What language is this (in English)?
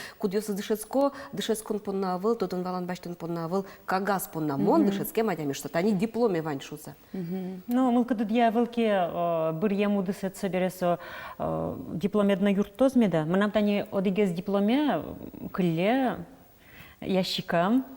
Udmurt